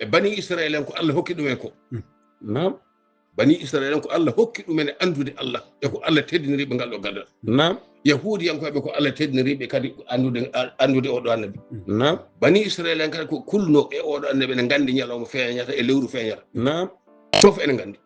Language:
Fula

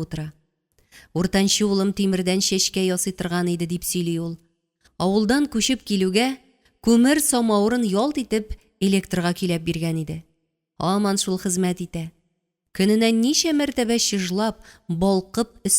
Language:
Tatar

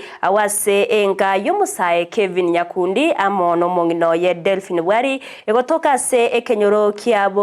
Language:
Gusii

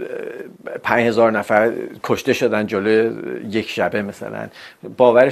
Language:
Persian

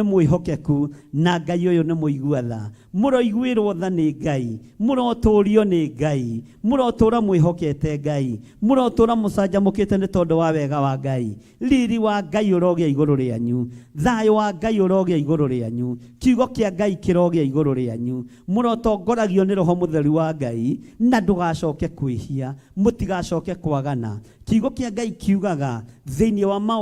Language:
Kikuyu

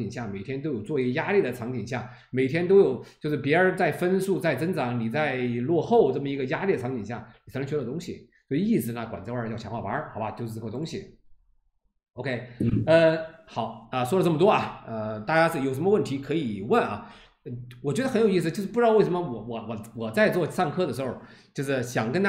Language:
Chinese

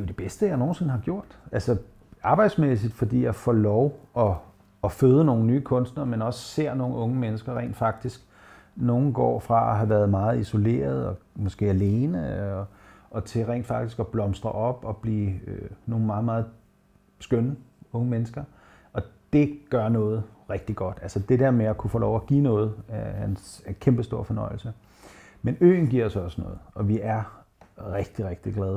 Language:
Danish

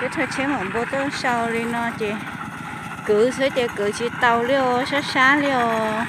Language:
Hmong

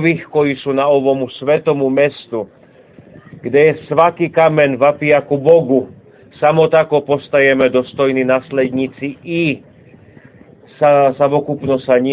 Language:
Serbian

